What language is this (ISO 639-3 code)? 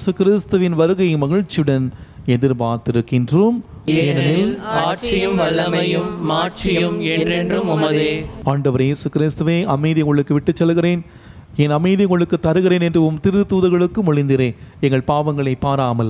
tam